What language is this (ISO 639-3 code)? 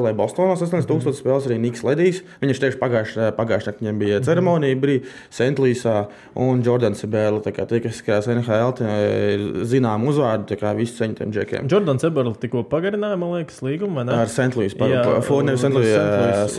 lav